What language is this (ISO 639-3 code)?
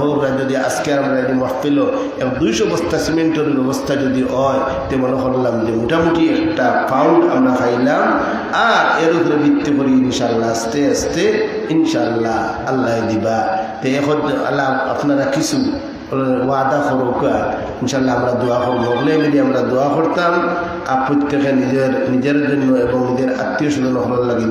syl